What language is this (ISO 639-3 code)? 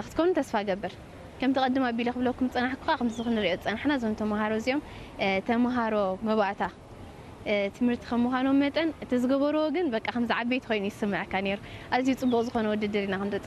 tir